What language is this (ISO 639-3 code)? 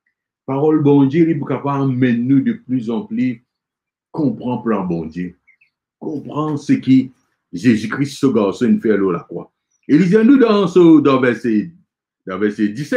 mfe